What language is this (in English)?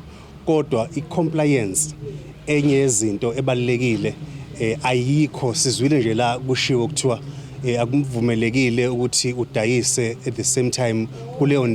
Zulu